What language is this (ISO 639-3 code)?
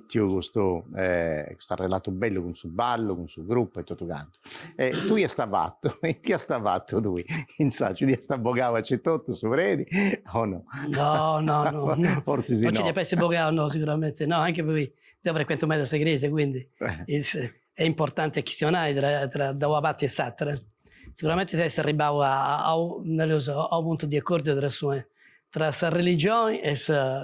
srd